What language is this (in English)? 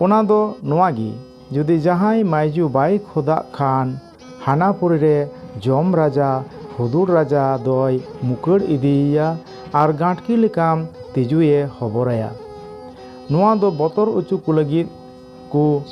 Santali